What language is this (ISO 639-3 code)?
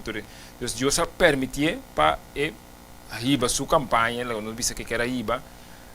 pap